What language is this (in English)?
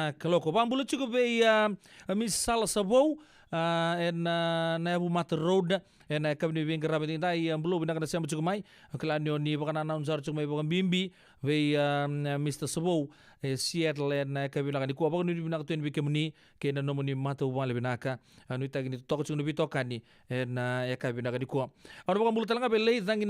Fijian